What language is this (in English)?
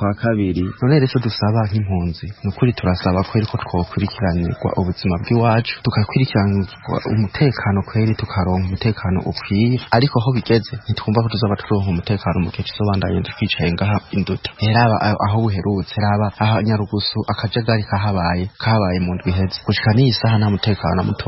Rundi